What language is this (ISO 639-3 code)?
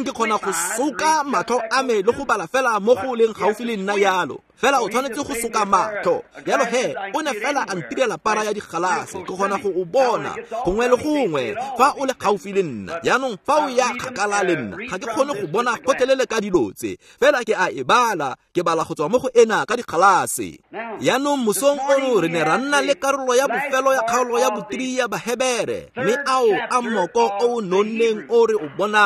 tsn